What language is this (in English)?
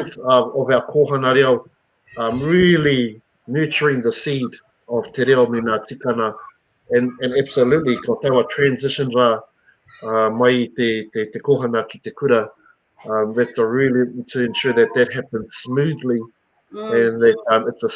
Māori